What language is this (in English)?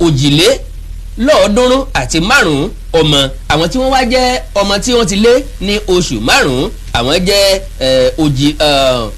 Yoruba